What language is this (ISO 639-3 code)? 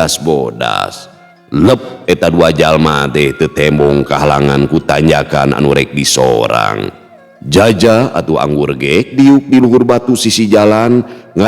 sun